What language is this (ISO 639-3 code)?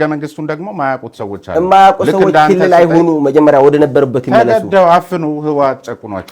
amh